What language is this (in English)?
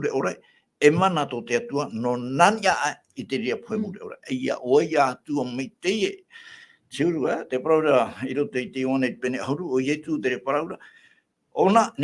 Tahitian